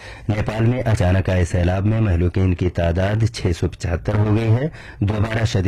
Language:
Urdu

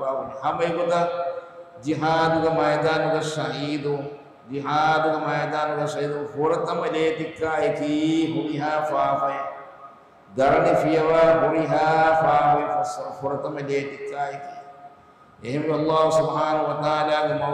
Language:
Divehi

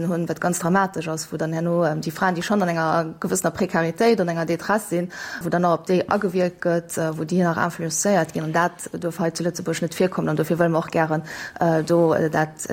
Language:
Luxembourgish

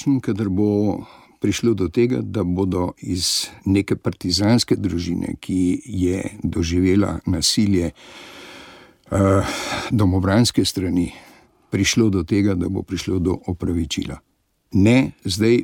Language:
Slovenian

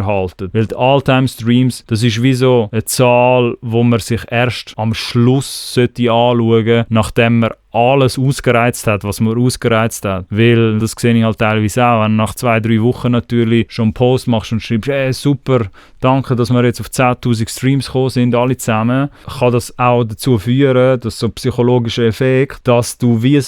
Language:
Swiss German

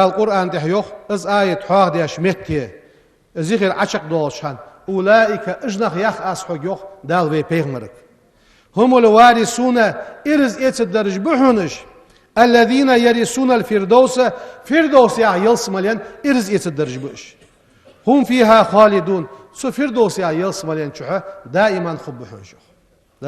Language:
Ingush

